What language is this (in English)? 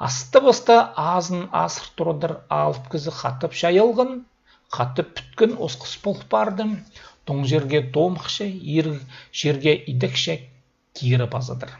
Khakas